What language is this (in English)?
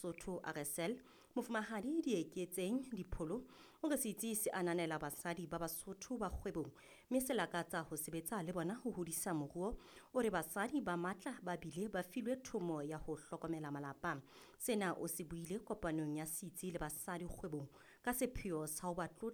Southern Sotho